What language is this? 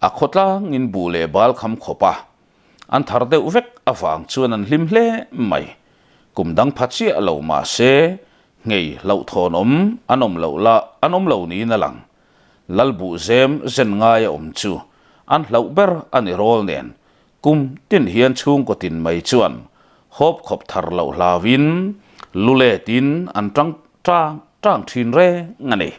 Mizo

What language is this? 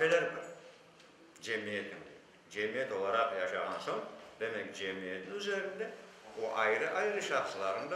Crimean Tatar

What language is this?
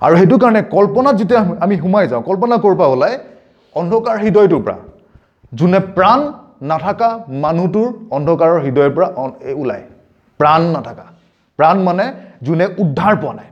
Assamese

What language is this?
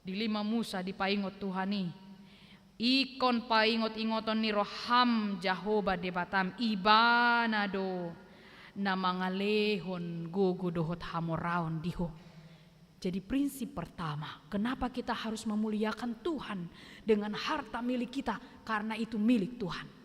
Batak Toba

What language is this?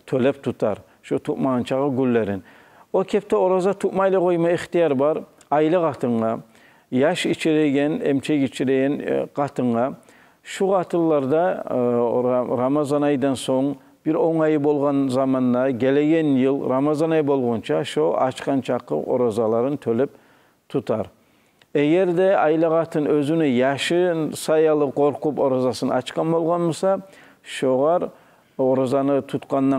Kumyk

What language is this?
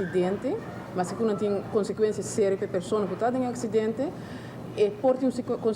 Papiamento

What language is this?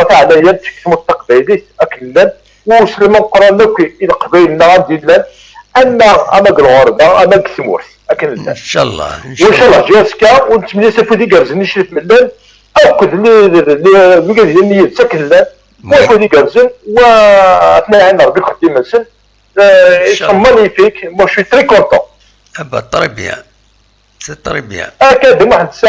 Kabyle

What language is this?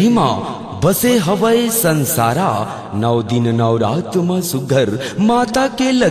Chhattisgarhi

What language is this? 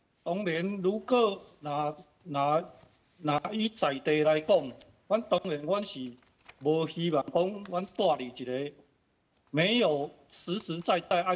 Min Nan Chinese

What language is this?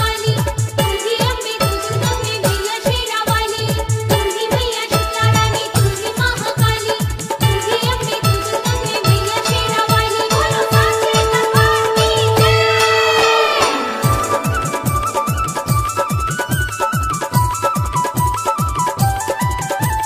Bhojpuri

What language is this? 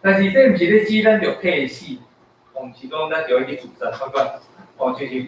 Min Nan Chinese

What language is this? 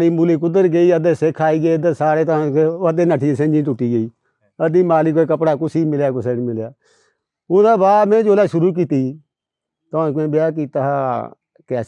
Dogri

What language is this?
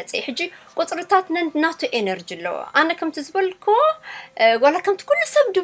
Tigrinya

